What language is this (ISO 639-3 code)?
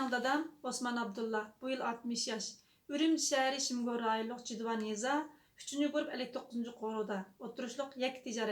uig